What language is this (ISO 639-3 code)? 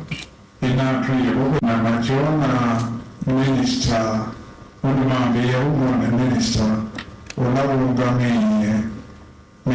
kam